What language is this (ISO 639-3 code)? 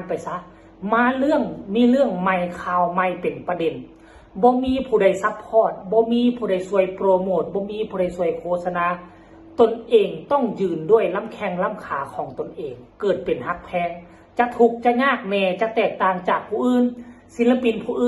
lao